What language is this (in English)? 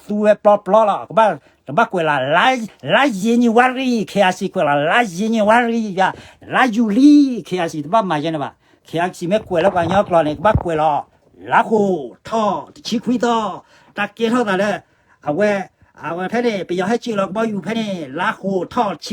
S'gaw Karen